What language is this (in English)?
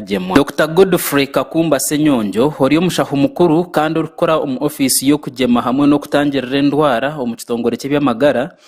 Nyankole